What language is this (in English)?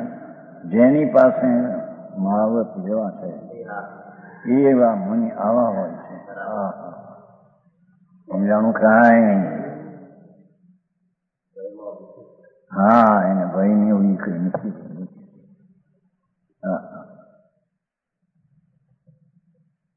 Gujarati